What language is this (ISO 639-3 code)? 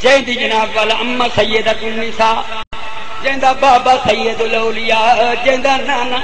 skr